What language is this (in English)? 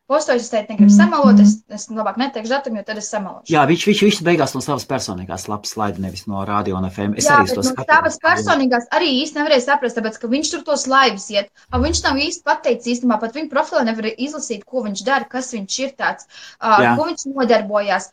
Latvian